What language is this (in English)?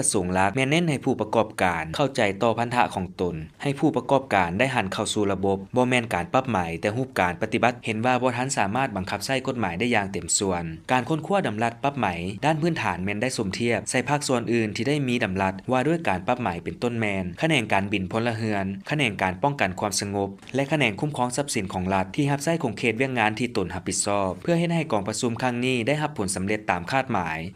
Lao